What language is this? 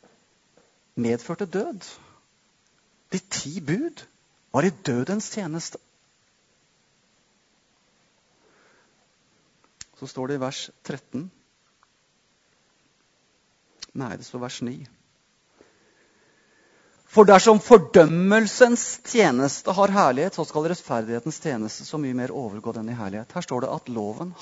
Norwegian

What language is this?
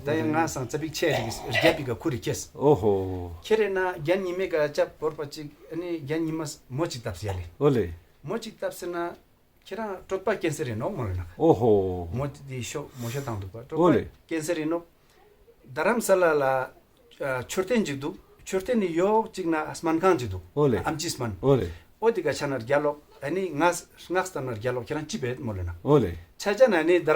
Ladakhi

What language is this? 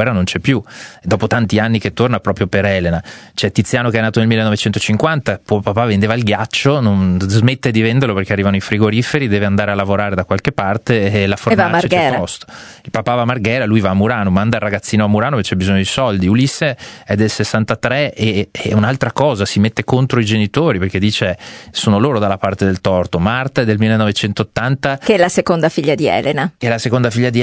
Italian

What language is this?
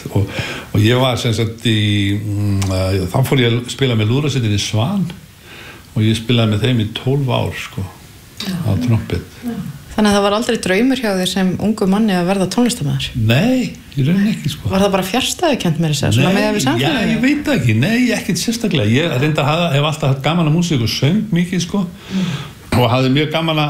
Icelandic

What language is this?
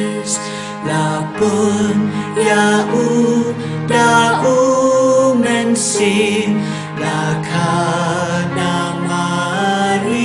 Khasi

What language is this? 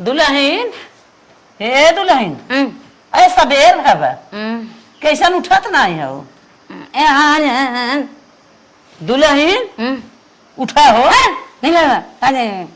Awadhi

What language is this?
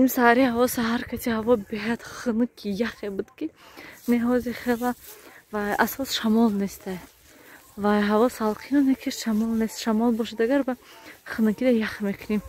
Tajik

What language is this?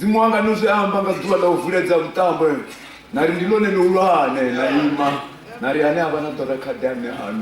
Venda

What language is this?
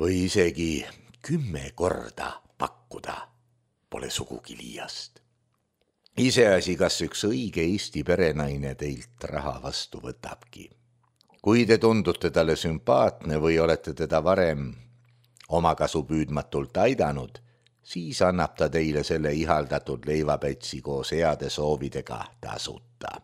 Estonian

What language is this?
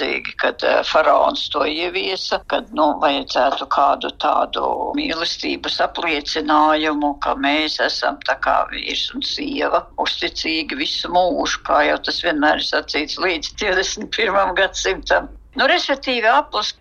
Latvian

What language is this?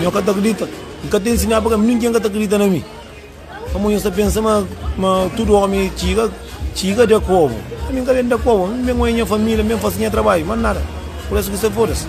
Kabuverdianu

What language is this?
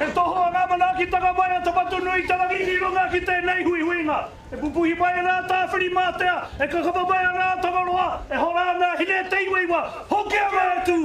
Māori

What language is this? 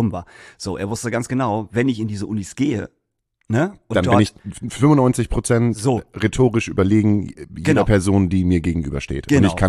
German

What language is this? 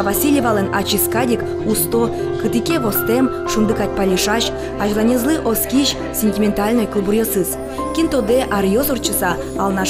Udmurt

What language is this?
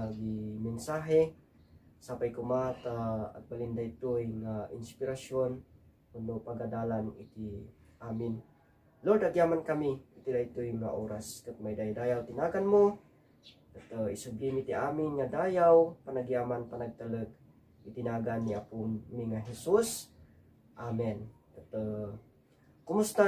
Iloko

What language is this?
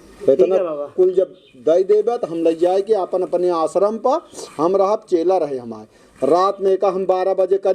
Awadhi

